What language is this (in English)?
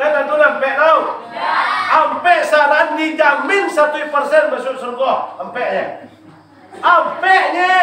Minangkabau